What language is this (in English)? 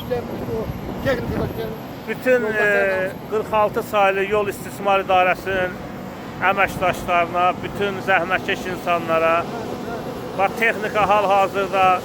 Azerbaijani